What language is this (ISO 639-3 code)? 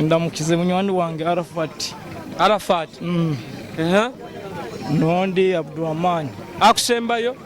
nyo